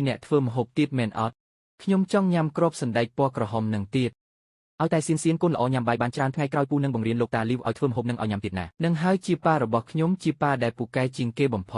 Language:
Khmer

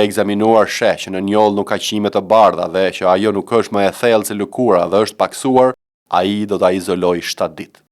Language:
Albanian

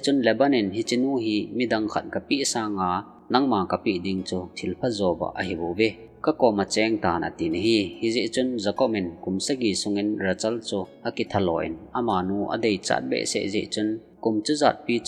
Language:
Thado Chin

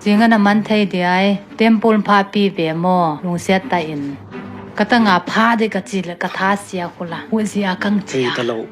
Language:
Tedim Chin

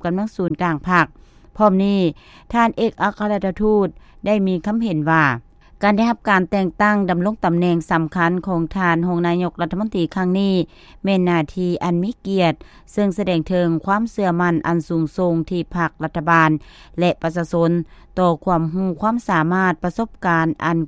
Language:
Lao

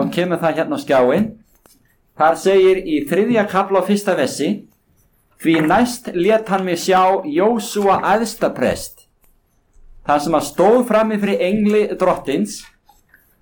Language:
Icelandic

